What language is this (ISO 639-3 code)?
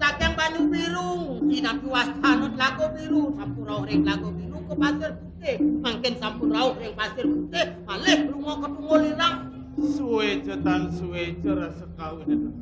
ban